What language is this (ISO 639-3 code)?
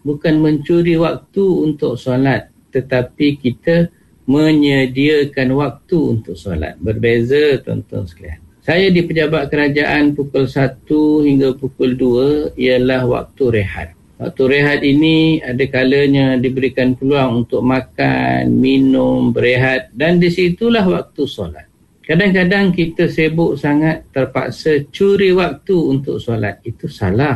msa